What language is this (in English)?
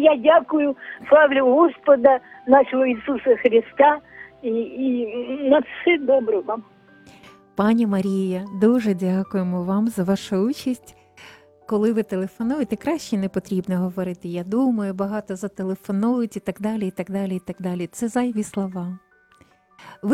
Ukrainian